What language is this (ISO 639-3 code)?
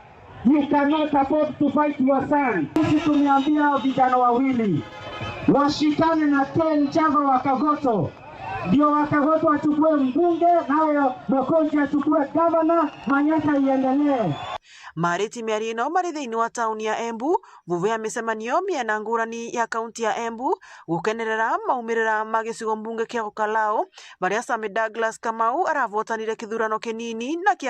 mer